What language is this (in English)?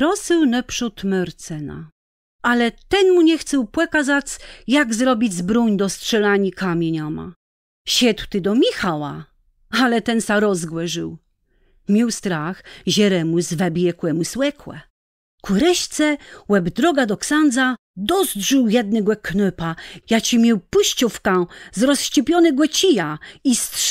Kashubian